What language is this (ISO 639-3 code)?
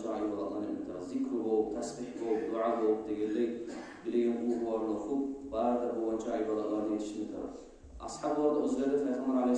kum